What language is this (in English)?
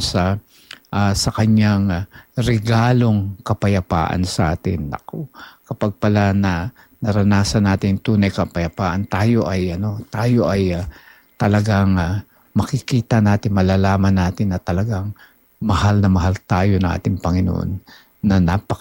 Filipino